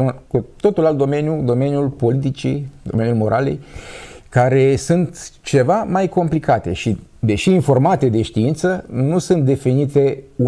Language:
Romanian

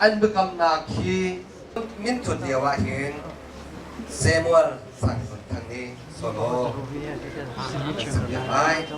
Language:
Hakha Chin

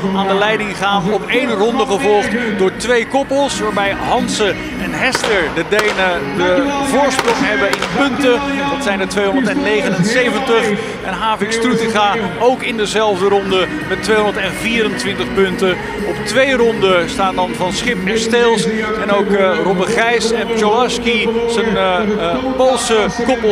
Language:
Dutch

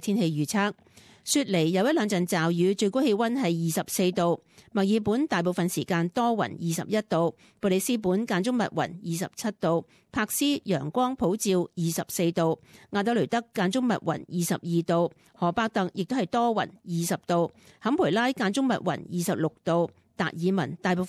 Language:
Cantonese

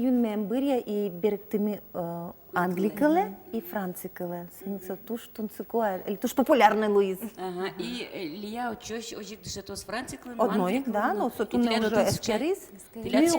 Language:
Udmurt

